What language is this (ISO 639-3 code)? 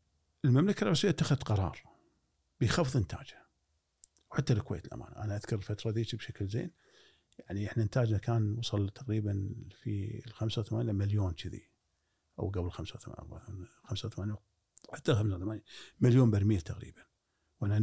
afb